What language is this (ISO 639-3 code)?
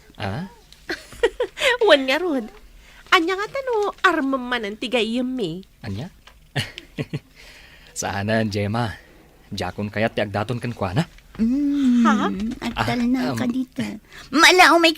ilo